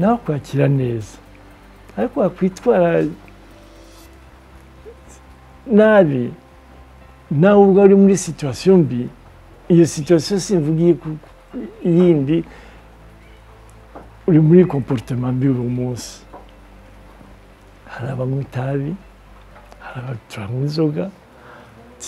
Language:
Kinyarwanda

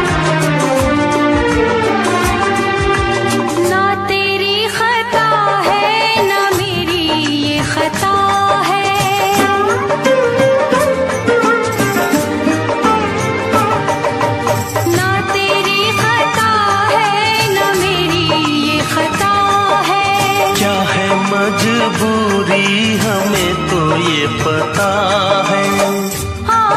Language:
Hindi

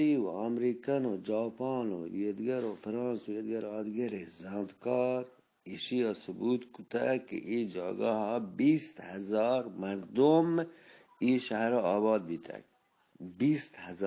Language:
Eastern Balochi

